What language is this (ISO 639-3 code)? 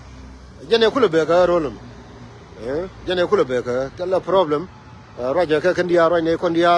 nus